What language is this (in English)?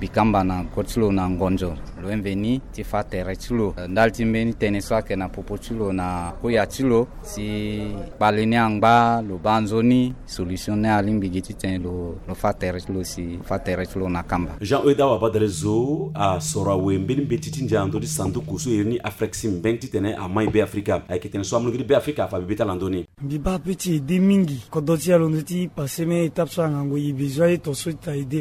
Sango